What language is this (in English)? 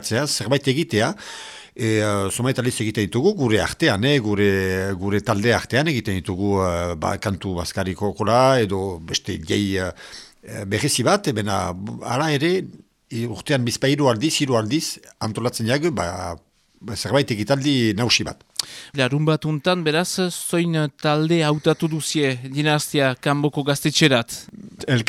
Basque